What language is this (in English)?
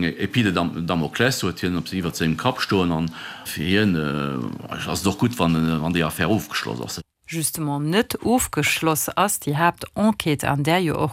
Luxembourgish